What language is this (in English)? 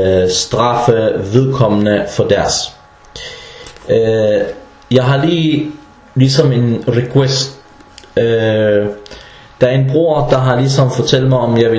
Danish